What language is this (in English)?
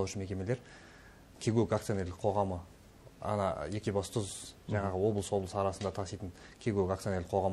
Kazakh